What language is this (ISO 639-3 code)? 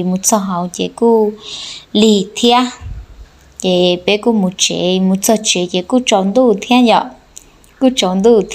hmn